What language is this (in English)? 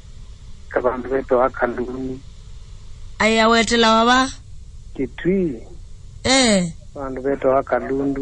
Kamba